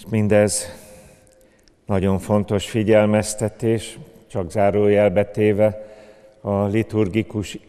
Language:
Hungarian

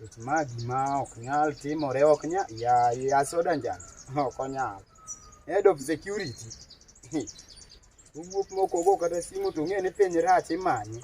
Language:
Luo (Kenya and Tanzania)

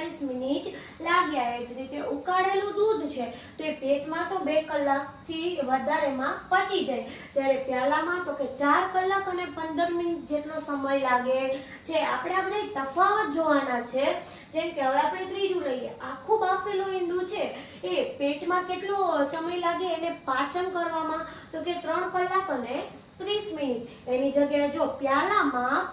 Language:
Gujarati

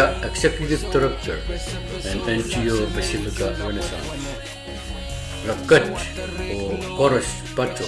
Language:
Pohnpeian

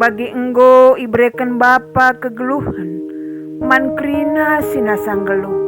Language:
Batak Karo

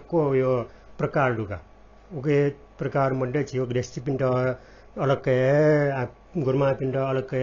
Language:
Newari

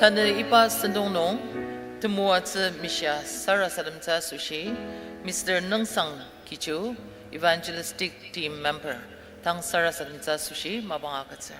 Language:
Ao Naga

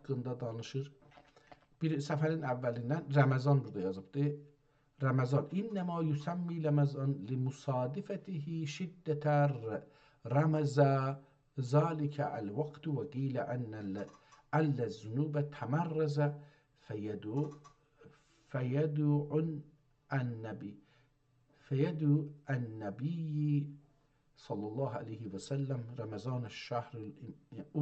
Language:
South Azerbaijani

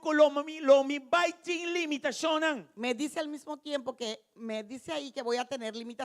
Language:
Papiamento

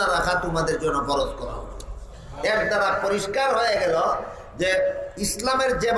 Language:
Bangla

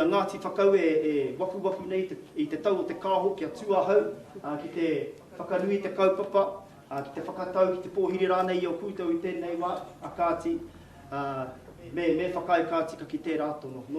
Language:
Māori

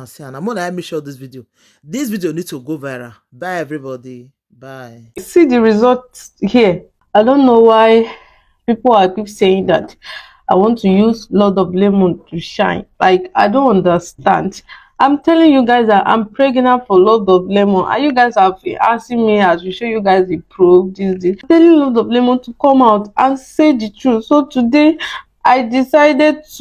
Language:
Nigerian Pidgin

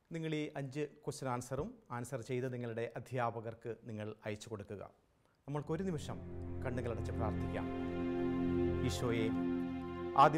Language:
Malayalam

